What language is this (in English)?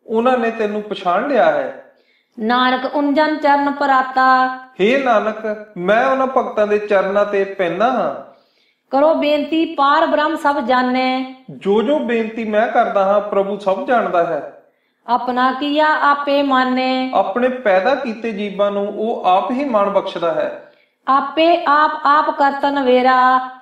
Punjabi